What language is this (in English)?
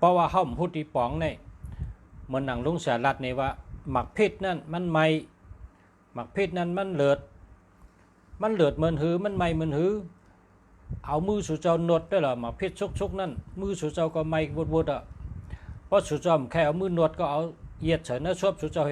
Shan